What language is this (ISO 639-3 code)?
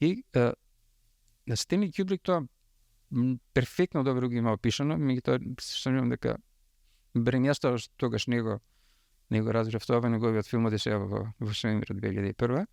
mkd